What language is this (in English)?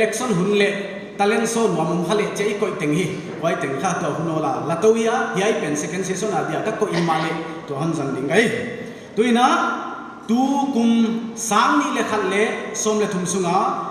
Paite Chin